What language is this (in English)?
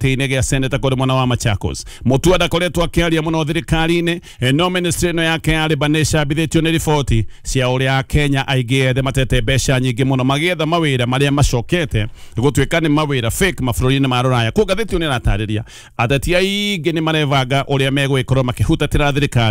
Kikuyu